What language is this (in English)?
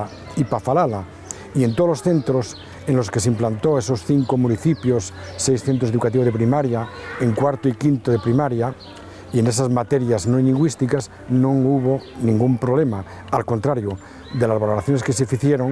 Asturian